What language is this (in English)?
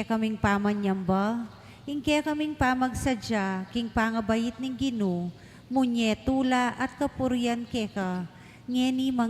Pampanga